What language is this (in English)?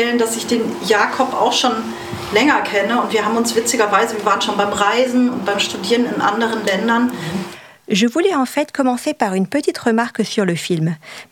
German